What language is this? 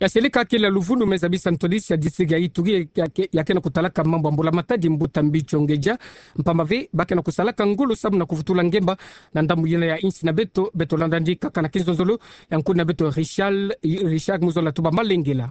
Kituba (Democratic Republic of Congo)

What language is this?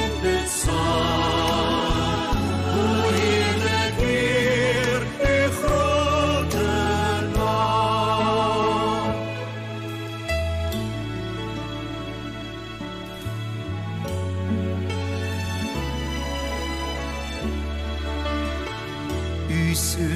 Afrikaans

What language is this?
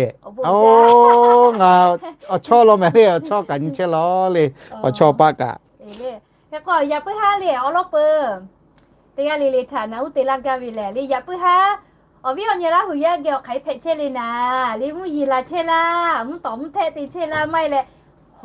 Lahu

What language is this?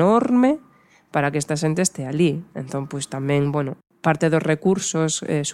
Galician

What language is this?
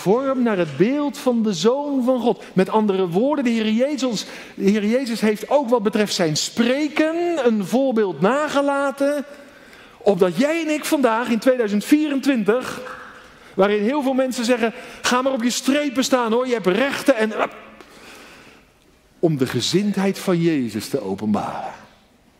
Dutch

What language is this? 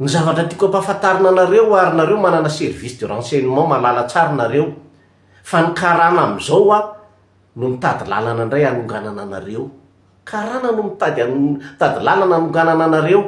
Malagasy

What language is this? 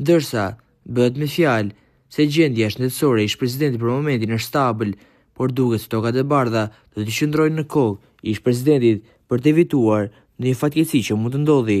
Albanian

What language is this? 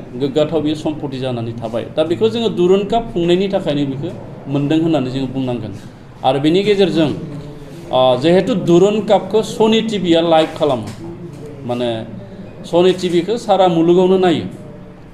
Bodo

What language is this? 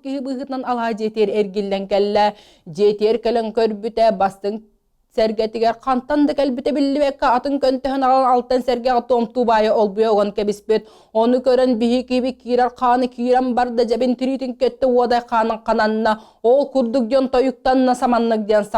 Yakut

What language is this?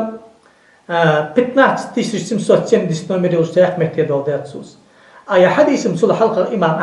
Ingush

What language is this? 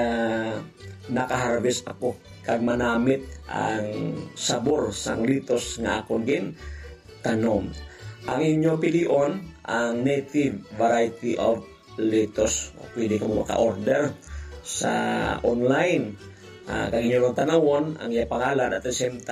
Hiligaynon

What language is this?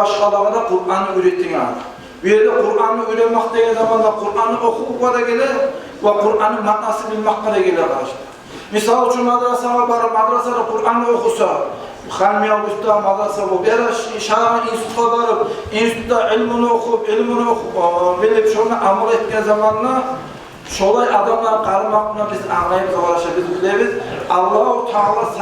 Kumyk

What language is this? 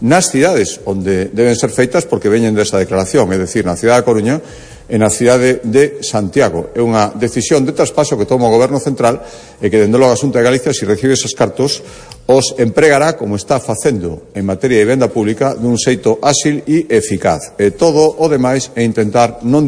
Galician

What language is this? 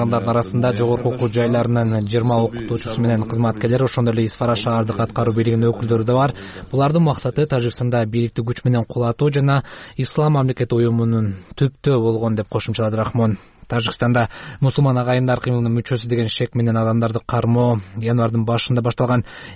Kyrgyz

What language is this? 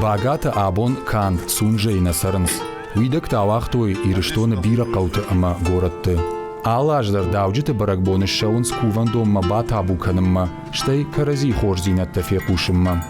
Ossetic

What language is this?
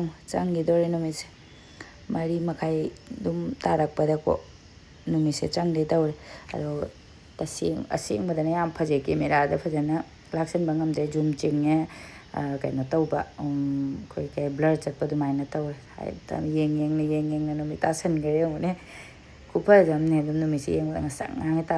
Manipuri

